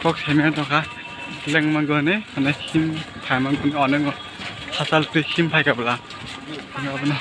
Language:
Kok Borok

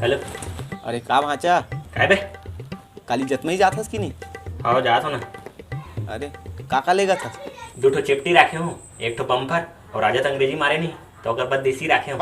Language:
Chhattisgarhi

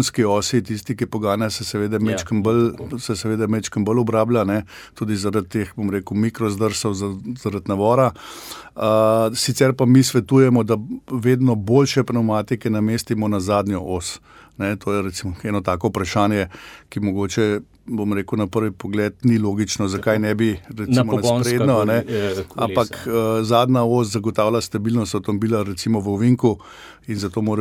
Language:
Slovenian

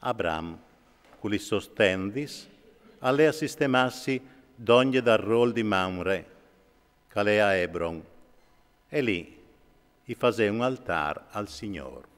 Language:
Friulian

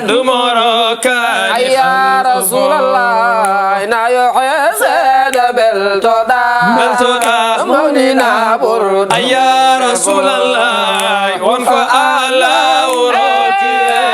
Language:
Fula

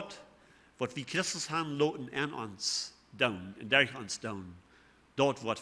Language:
Plautdietsch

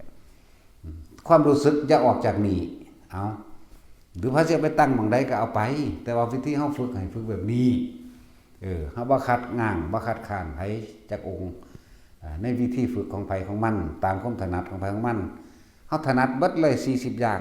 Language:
Northeastern Thai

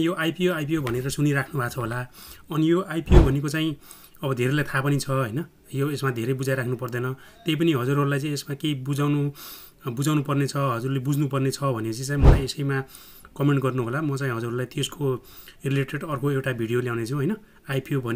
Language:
Nepali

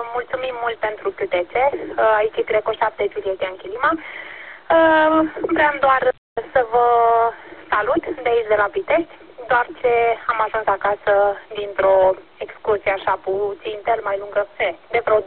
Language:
Romanian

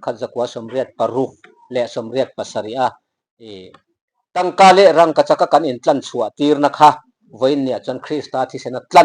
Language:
Mizo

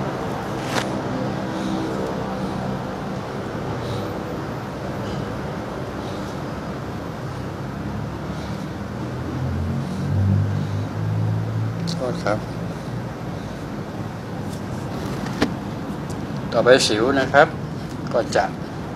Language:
Thai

